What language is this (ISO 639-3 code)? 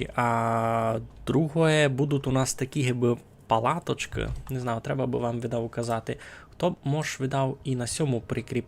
rue